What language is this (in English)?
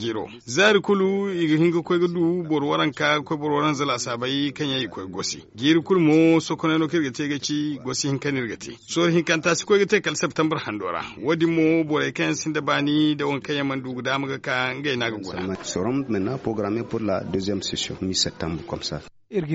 Zarma